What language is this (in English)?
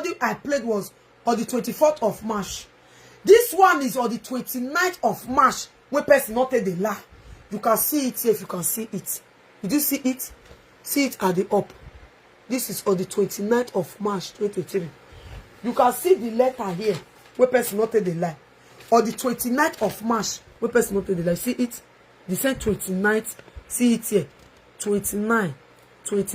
Nigerian Pidgin